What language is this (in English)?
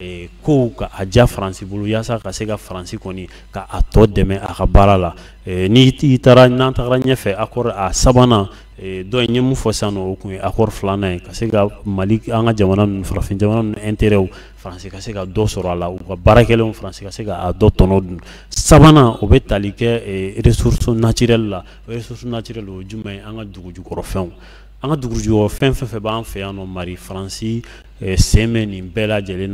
Bambara